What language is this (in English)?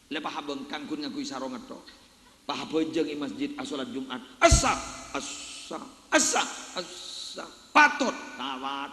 Madurese